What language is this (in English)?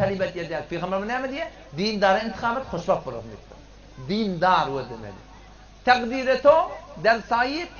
Turkmen